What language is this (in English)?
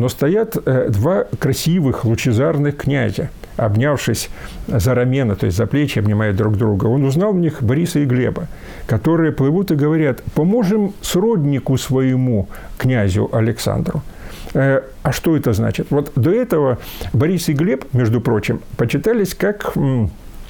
Russian